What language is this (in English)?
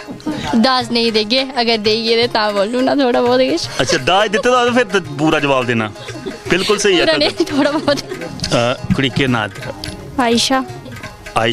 Dogri